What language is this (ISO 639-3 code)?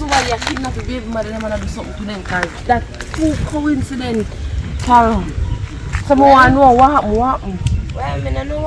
jam